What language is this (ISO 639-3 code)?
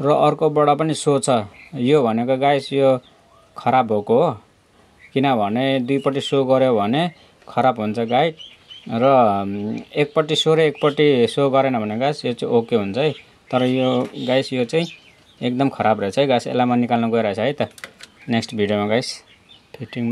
nep